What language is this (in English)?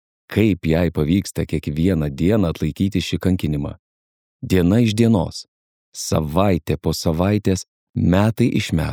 Lithuanian